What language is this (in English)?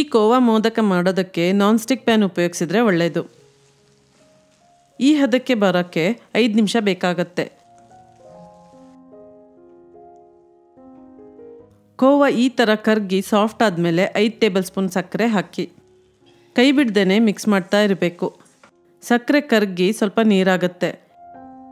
Kannada